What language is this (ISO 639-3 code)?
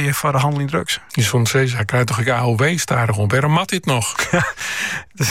nld